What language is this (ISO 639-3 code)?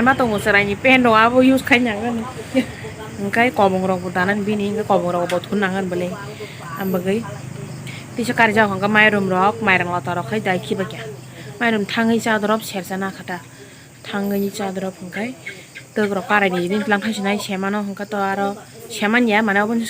trp